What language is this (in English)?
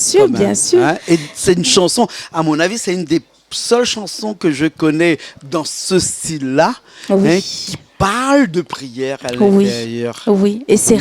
Réunion Creole French